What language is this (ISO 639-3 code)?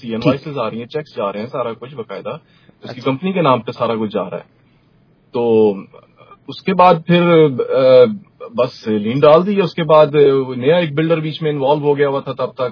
urd